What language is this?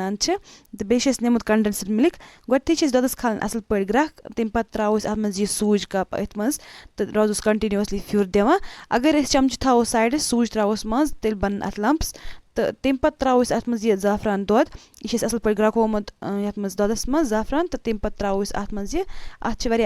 Kashmiri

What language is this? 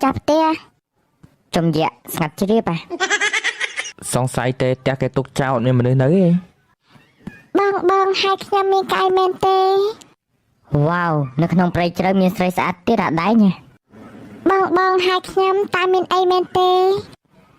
Khmer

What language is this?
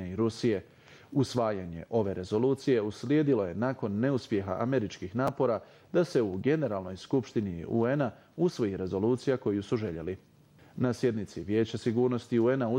Bosnian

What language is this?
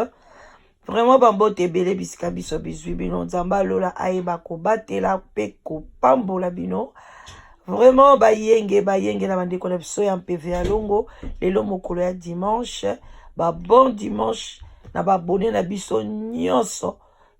Lingala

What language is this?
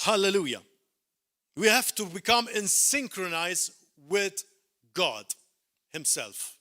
English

